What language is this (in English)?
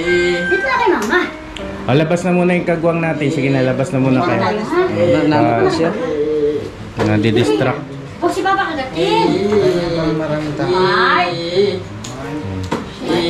Filipino